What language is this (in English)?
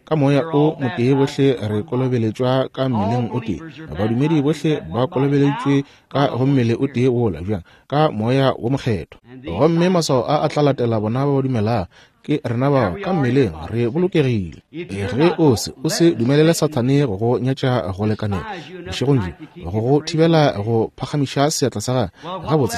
Northern Sotho